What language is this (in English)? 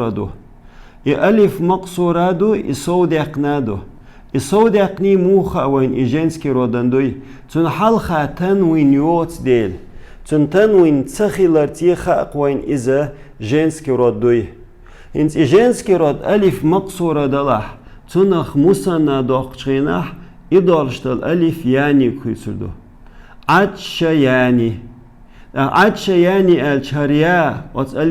Chechen